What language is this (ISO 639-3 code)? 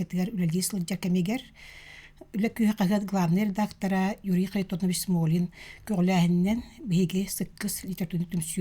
sah